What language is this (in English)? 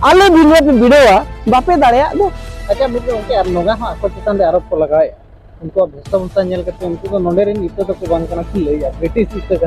Santali